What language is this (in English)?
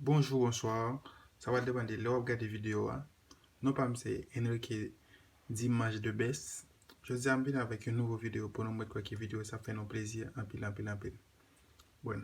Haitian Creole